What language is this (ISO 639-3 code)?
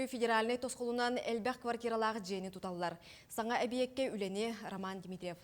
sah